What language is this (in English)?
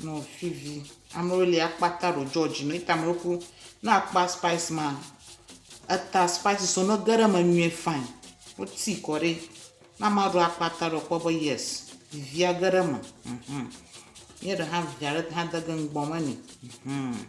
Ewe